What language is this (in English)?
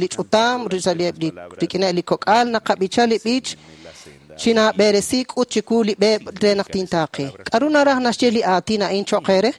Kekchí